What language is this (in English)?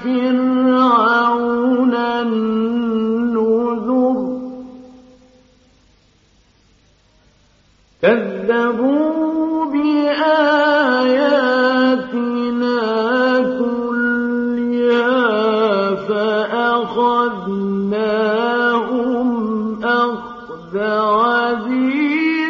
Arabic